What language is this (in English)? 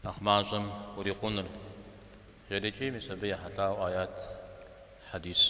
Kabardian